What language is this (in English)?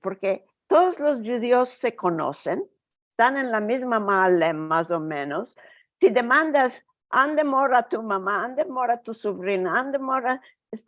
Ladino